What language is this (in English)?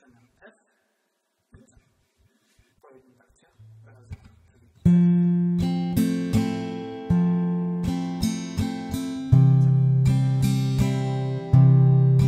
Polish